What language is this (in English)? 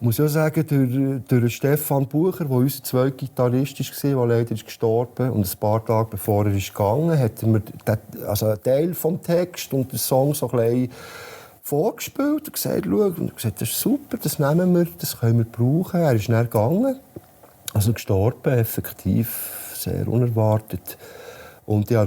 Swiss German